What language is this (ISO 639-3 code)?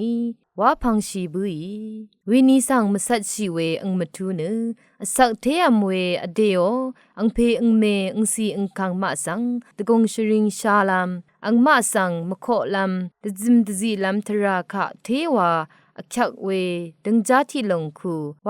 raw